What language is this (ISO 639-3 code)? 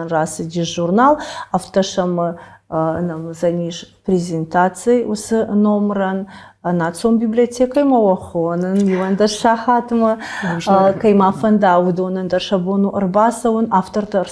oss